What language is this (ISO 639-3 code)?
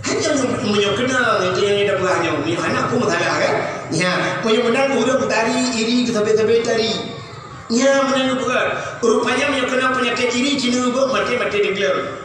ace